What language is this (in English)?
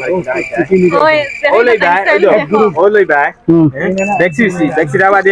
Sylheti